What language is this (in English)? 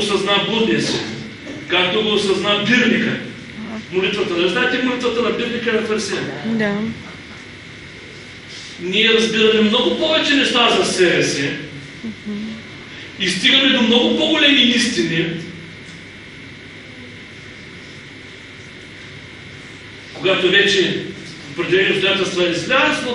Bulgarian